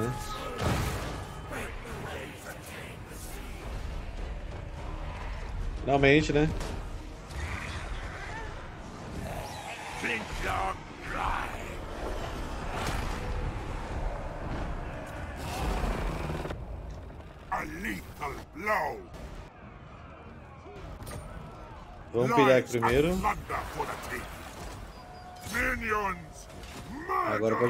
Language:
Portuguese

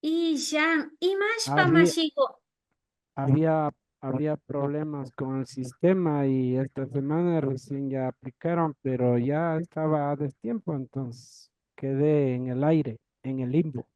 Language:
Imbabura Highland Quichua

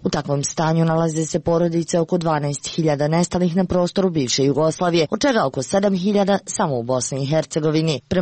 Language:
Serbian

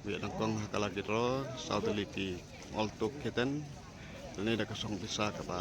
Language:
Khasi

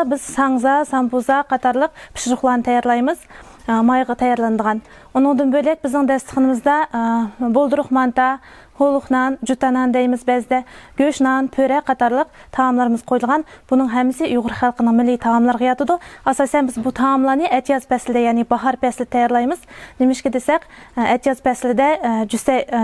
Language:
Uyghur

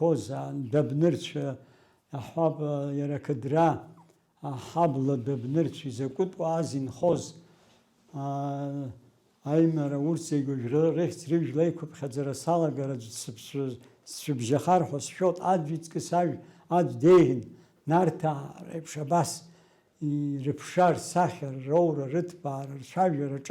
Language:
Abkhazian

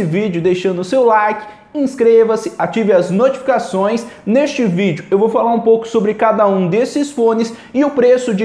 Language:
Portuguese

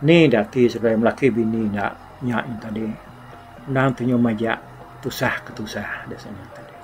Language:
Iban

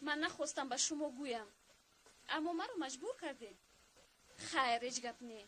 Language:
Tajik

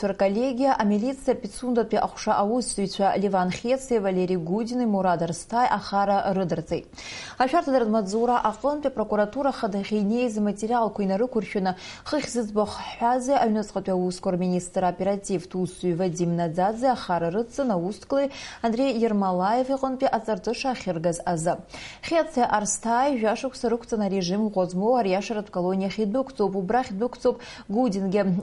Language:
Abkhazian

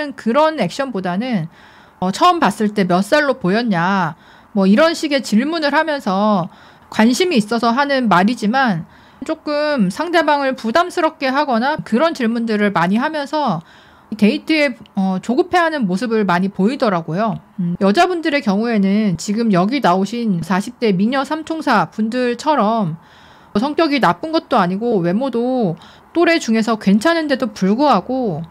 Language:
Korean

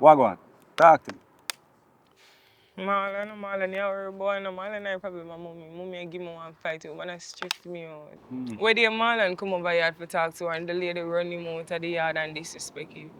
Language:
Jamaican Creole English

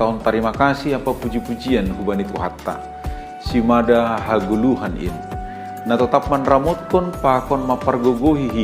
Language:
Batak Simalungun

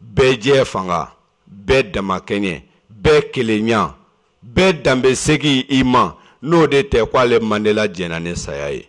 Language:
Bambara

